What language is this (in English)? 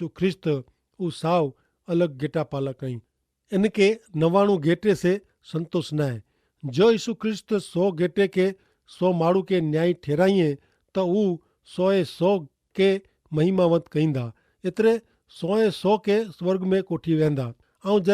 Kachhi